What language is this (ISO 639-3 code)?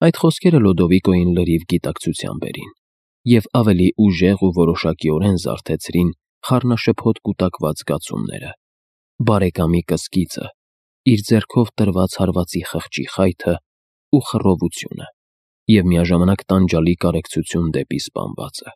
hye